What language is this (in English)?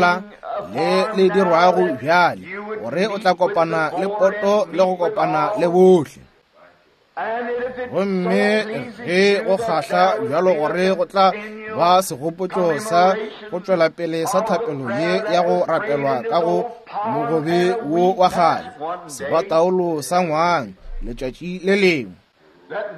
Northern Sotho